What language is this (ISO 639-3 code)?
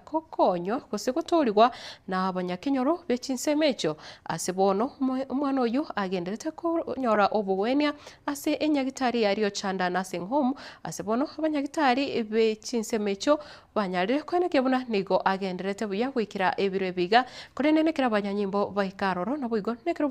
guz